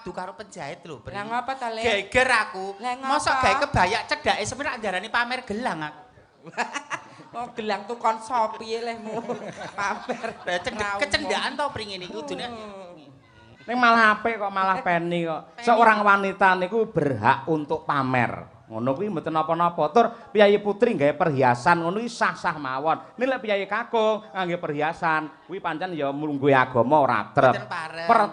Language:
Javanese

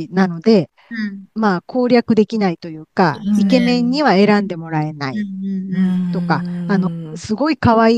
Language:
Japanese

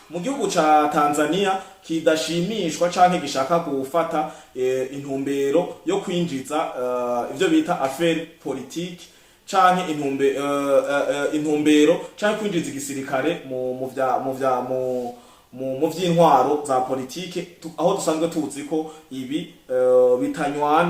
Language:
Rundi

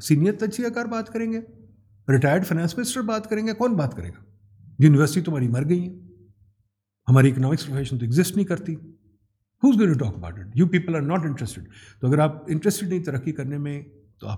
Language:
Urdu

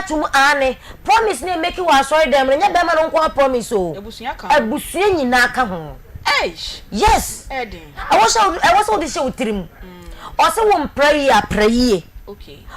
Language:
Akan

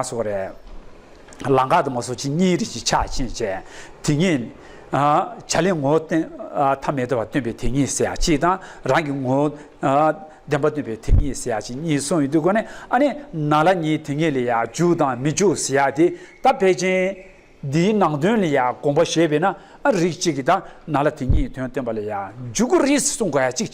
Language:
Tibetan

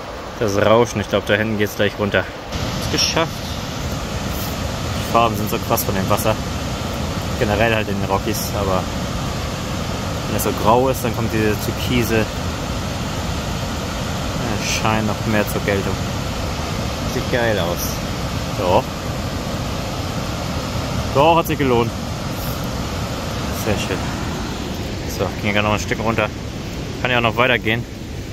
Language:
German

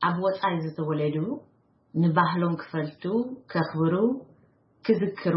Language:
Tigrinya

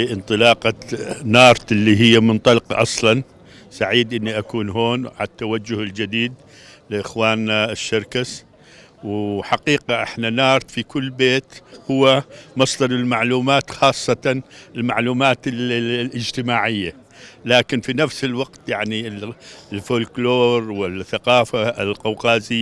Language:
North Levantine Arabic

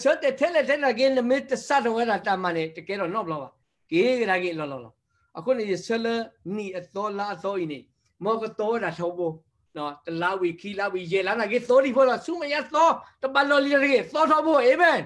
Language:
S'gaw Karen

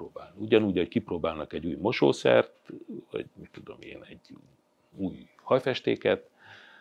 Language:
Hungarian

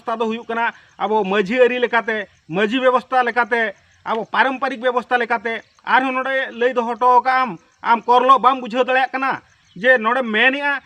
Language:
Santali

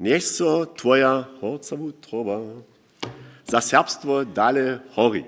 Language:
Upper Sorbian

